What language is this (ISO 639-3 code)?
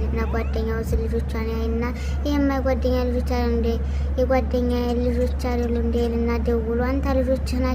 amh